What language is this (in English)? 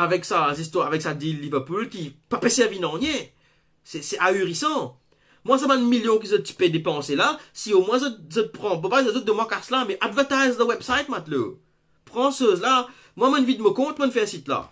Morisyen